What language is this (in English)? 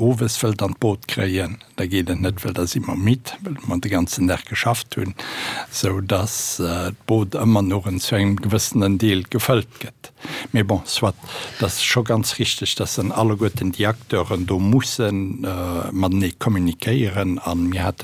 Luxembourgish